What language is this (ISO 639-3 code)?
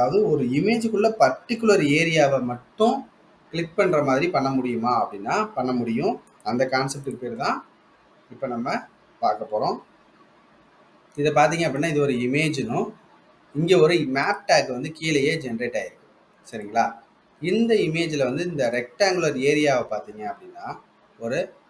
tam